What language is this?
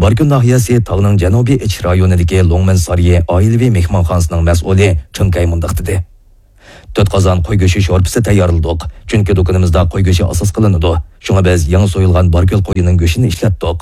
Uyghur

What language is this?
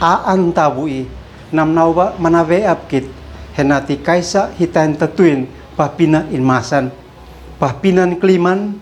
Uab Meto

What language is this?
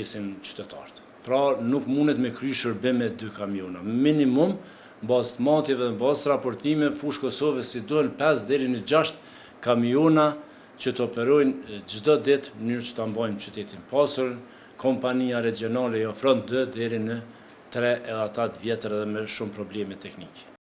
Albanian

